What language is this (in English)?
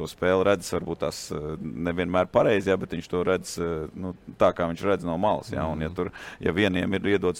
Latvian